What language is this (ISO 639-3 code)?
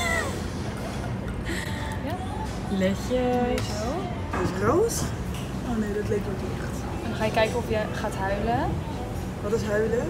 nld